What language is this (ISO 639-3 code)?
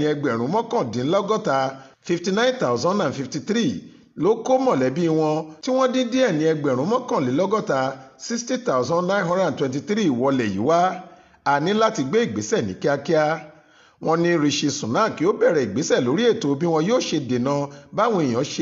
yor